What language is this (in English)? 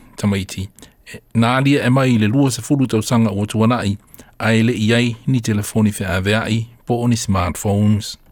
Samoan